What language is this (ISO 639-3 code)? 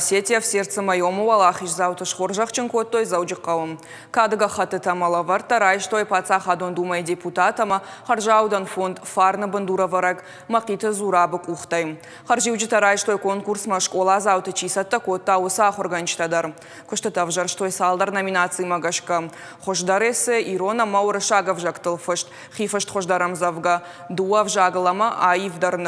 oss